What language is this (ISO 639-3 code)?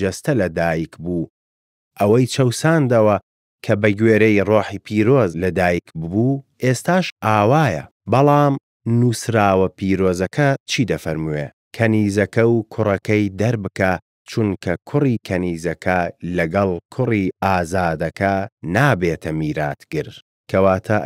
ckb